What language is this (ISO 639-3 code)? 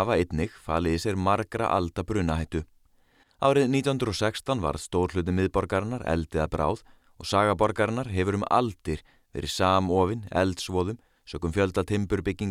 isl